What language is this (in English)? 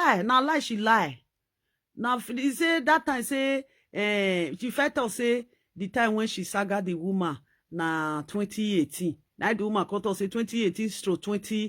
Nigerian Pidgin